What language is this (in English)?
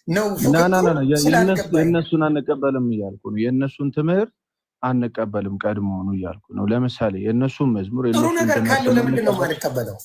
Amharic